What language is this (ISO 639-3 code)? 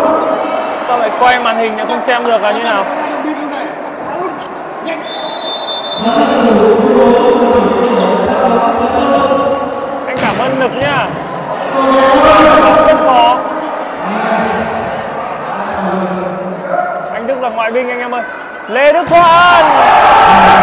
vie